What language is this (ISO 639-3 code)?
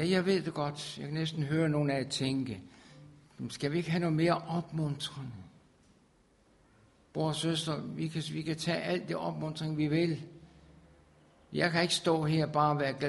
dan